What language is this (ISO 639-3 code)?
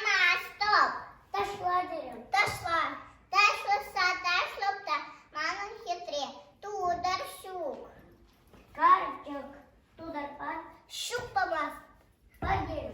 chv